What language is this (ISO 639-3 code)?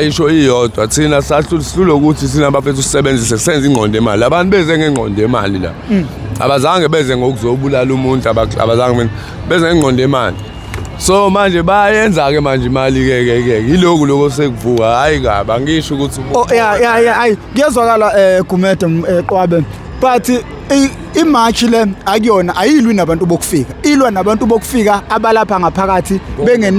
zul